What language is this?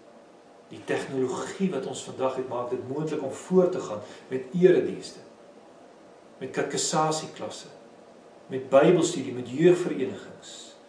Afrikaans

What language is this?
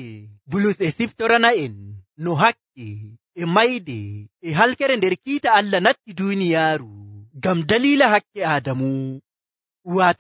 Nigerian Fulfulde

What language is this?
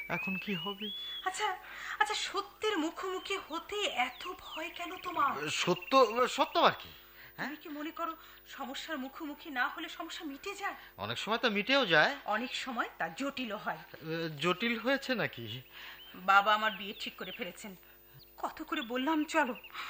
Bangla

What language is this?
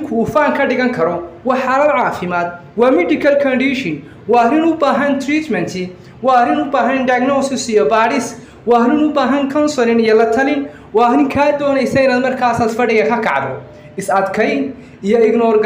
Somali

